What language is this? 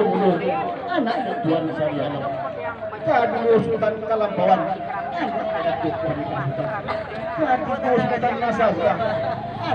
Minangkabau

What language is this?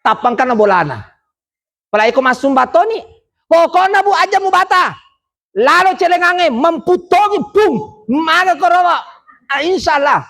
Buginese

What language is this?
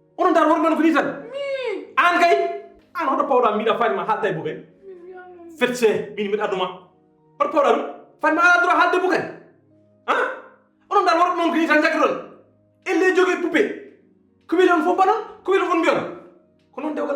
Fula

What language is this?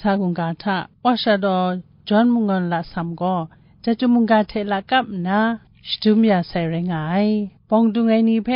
Kachin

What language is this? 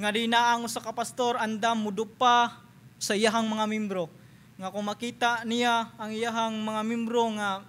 Cebuano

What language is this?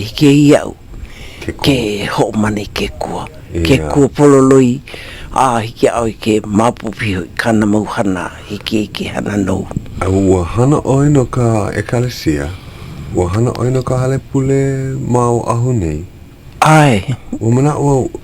Hawaiian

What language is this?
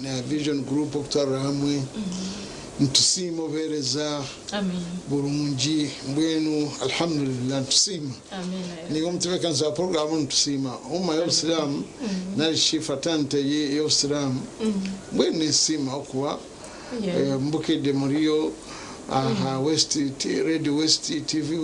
Nyankole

